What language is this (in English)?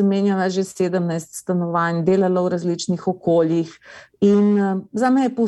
Slovenian